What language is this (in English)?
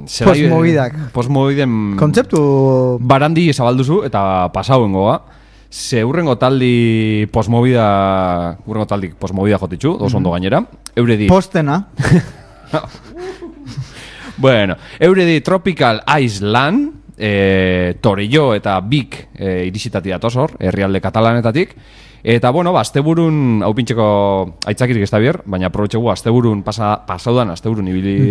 Basque